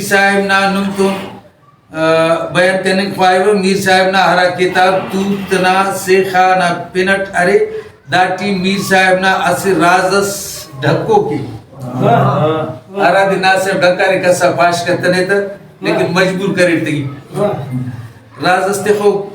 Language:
Brahui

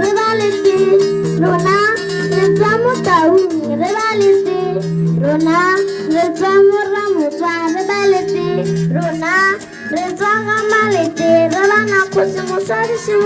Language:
Tswana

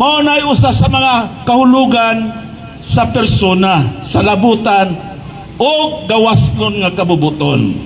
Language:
Cebuano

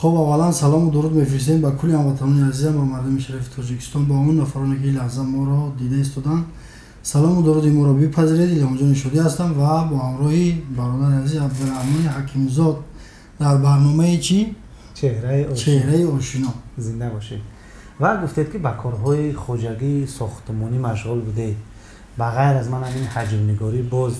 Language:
Tajik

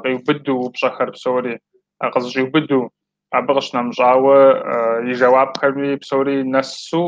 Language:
Kabardian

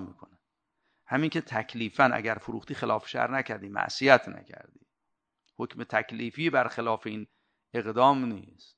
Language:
Persian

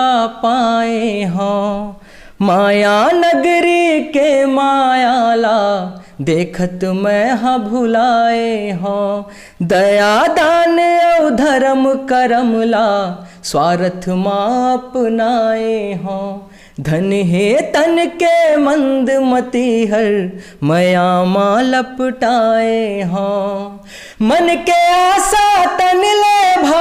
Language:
Chhattisgarhi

